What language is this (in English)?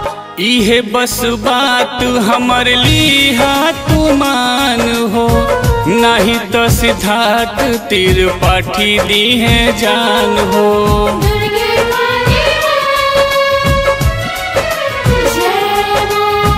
Bhojpuri